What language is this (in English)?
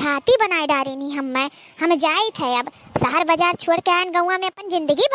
Awadhi